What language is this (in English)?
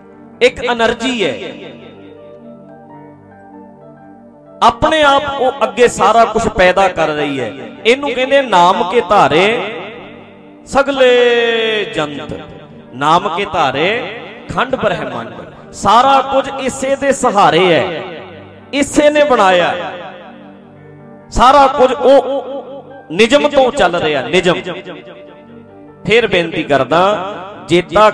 Punjabi